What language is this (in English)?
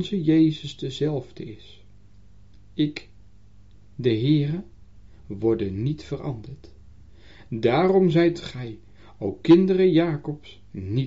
Dutch